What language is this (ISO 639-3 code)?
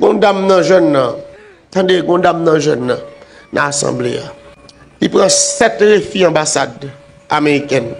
hat